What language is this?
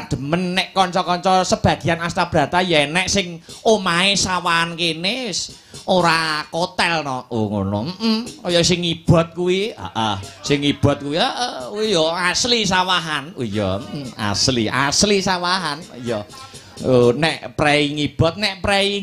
Javanese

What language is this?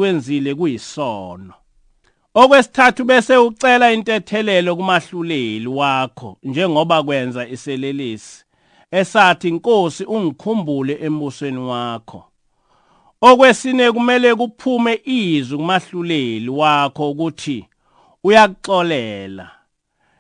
Zulu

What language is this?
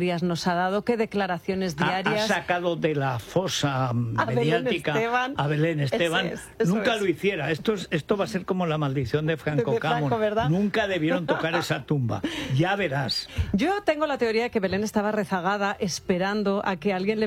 Spanish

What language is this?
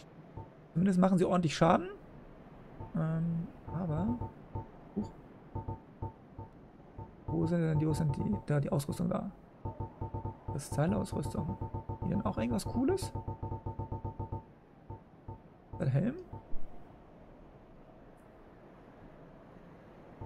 German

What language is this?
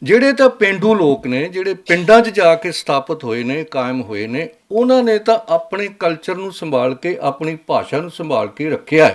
Western Panjabi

